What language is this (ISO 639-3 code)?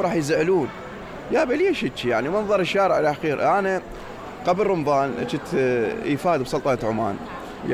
acm